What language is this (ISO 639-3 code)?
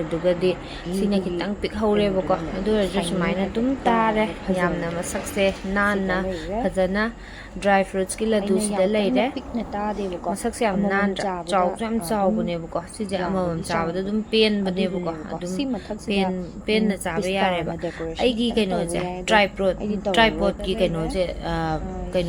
mni